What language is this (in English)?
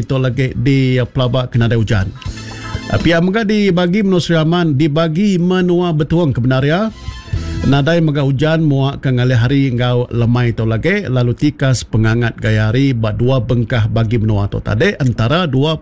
Iban